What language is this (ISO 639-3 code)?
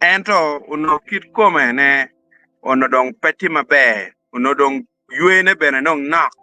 ach